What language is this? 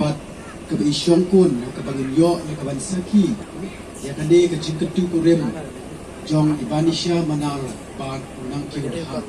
Khasi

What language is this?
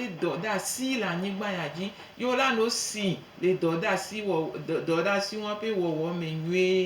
Gen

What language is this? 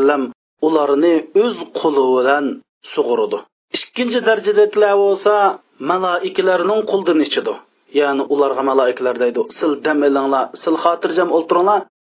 Uyghur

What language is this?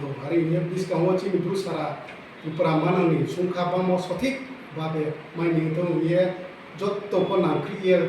Riang (India)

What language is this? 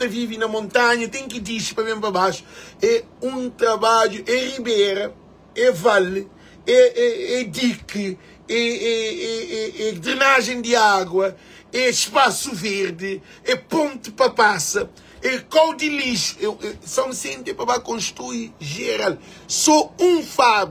Kabuverdianu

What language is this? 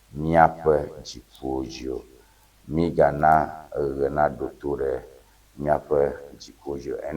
Ewe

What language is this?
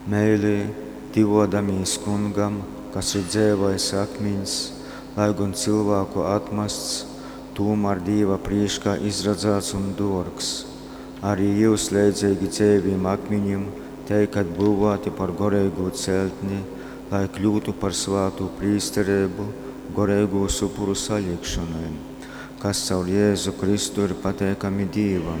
Latgalian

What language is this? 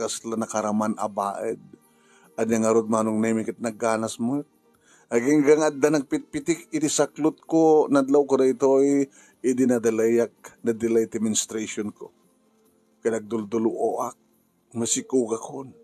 Iloko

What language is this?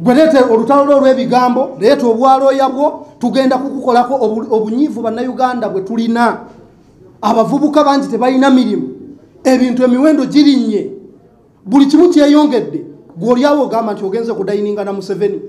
Ganda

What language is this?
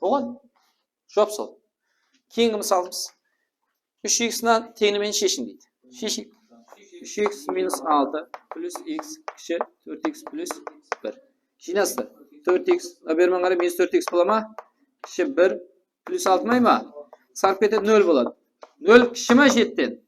Kara-Kalpak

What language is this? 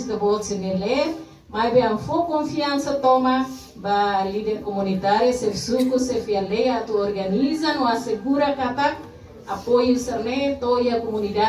Tetum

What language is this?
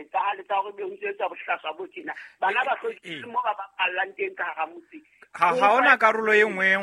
Southern Sotho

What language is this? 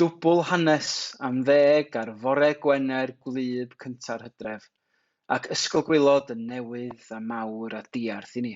Welsh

